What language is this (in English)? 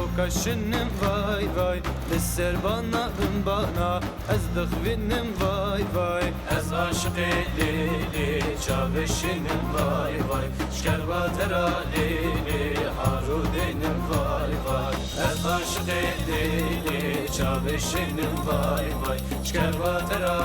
Zaza